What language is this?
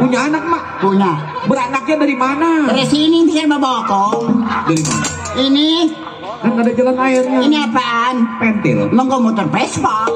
Betawi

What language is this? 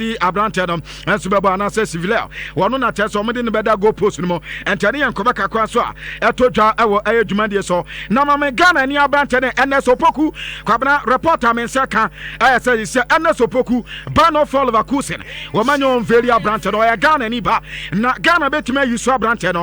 Akan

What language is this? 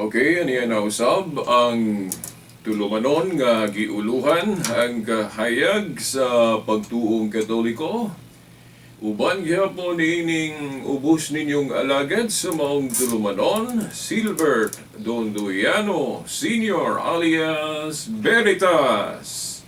Cebuano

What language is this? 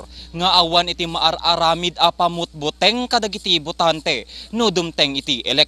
Iloko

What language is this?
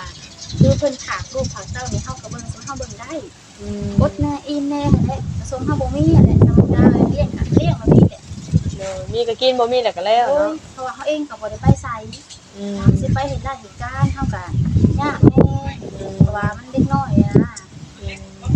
Northeastern Thai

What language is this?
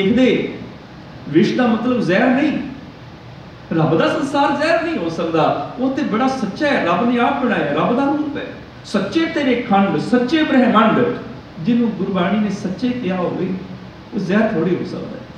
Punjabi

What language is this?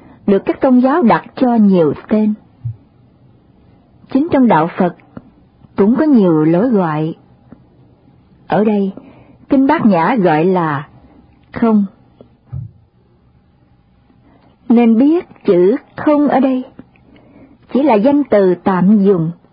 Vietnamese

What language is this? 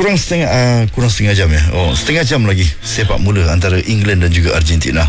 Malay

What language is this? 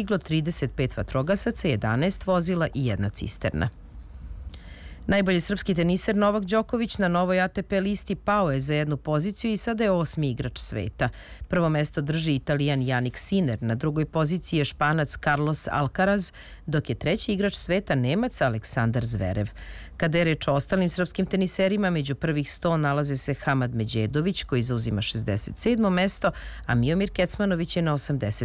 Serbian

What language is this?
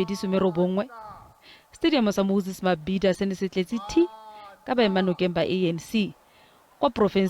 Tswana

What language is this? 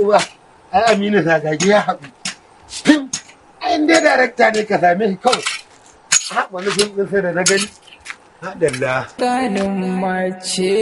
Hausa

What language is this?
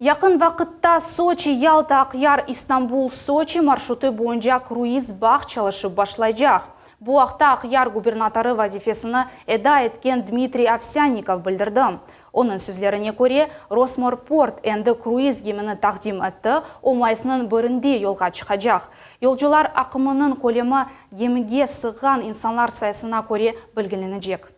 Crimean Tatar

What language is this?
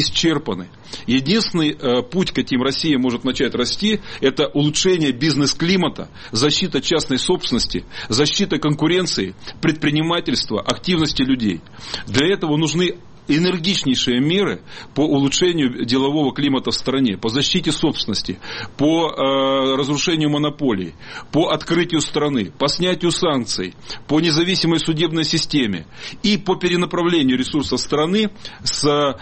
Russian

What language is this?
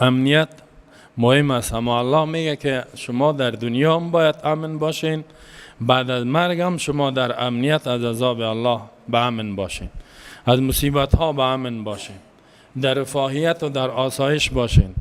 Persian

